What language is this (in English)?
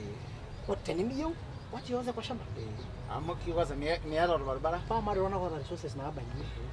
Masai